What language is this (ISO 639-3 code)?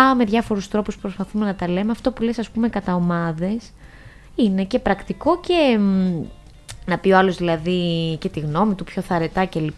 ell